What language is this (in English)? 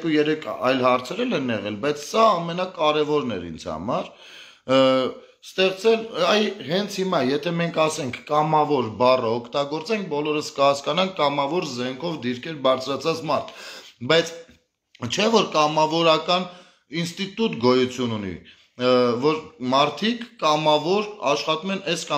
Armenian